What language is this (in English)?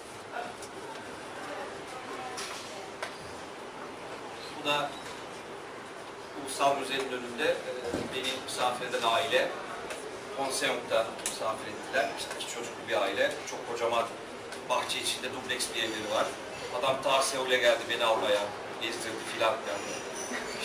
Turkish